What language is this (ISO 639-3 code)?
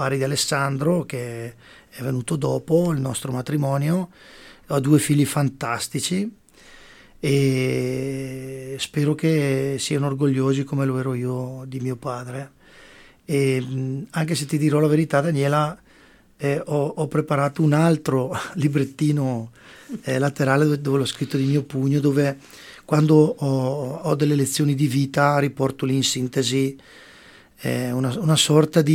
ita